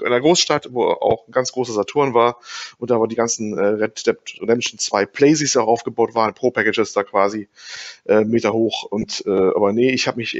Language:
German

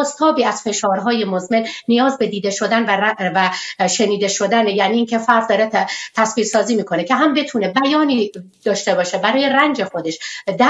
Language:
Persian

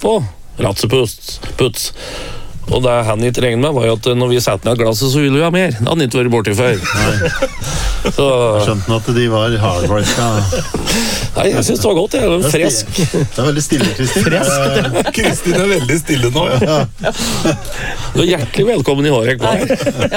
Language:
Norwegian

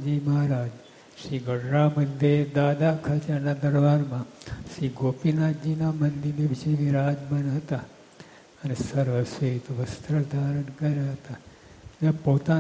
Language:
Gujarati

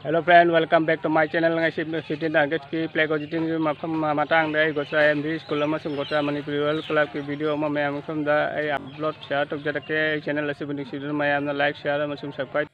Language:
Manipuri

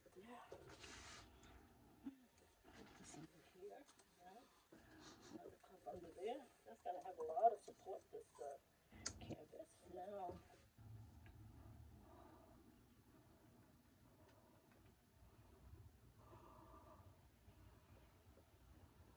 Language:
English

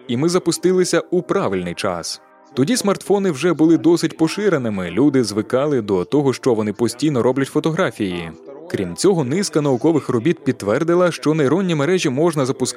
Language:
Ukrainian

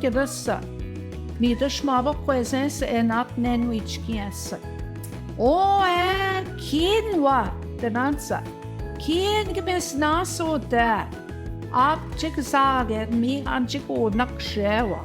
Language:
Central Ojibwa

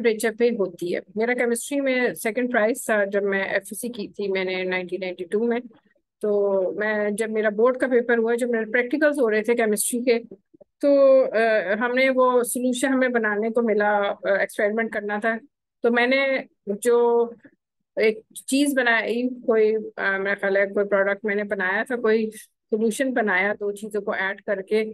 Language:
Hindi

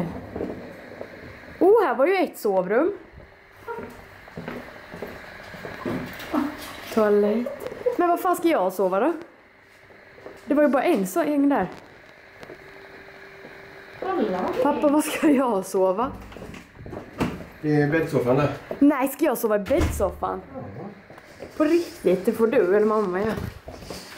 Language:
Swedish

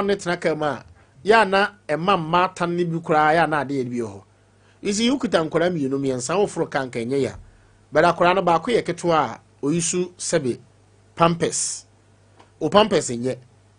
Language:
Akan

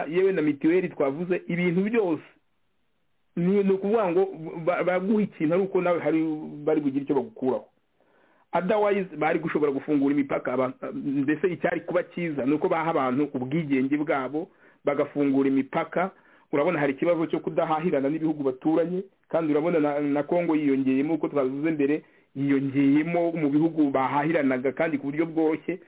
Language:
Kinyarwanda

